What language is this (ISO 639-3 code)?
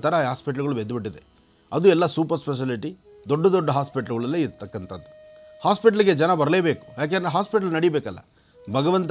kan